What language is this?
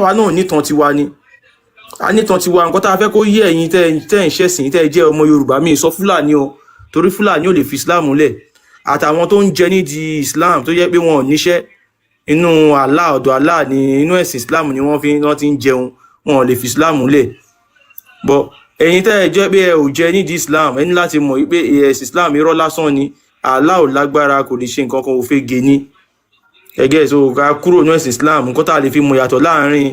Yoruba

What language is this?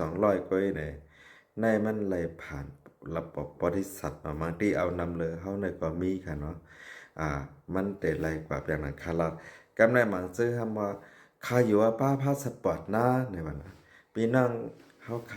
Shan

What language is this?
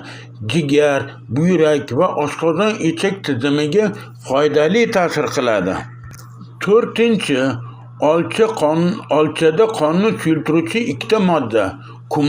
Uzbek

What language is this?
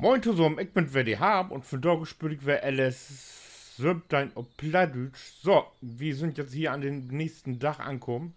Low German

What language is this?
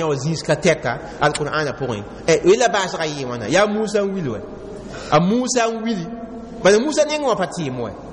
Mossi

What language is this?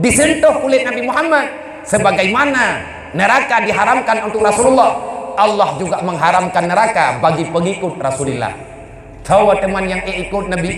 Achinese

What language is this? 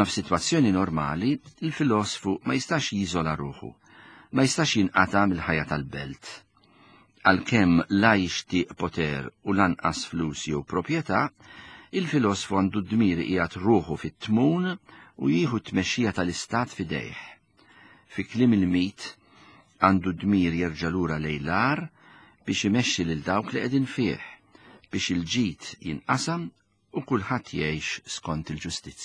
Maltese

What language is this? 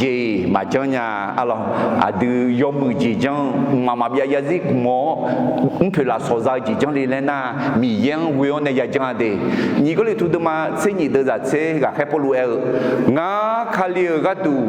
Akha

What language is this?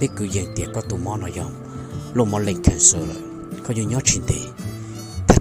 Hmong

